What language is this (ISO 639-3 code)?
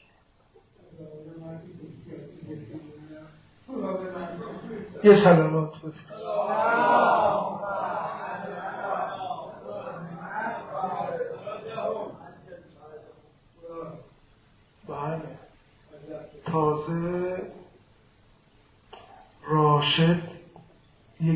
fas